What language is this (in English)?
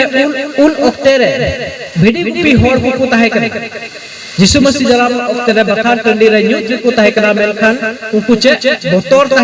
Santali